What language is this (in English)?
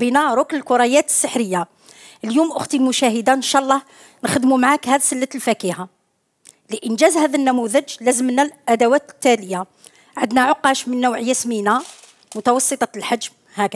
Algerian Arabic